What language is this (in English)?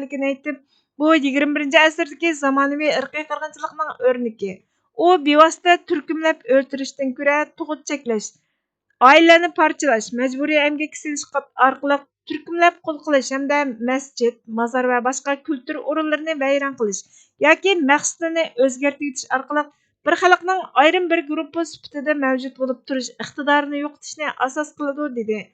Uyghur